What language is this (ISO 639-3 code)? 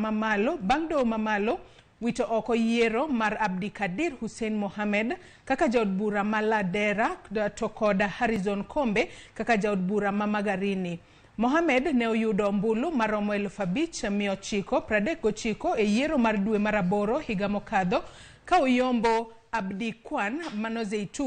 luo